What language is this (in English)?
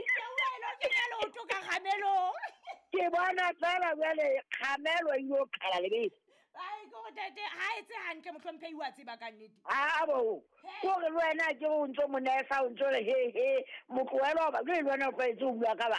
Southern Sotho